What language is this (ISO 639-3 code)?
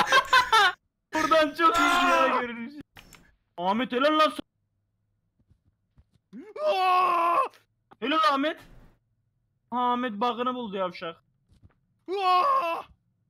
tur